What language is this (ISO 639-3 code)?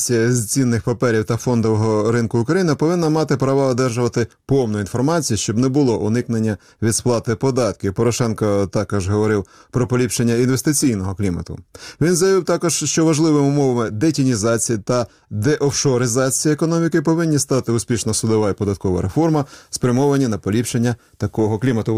ukr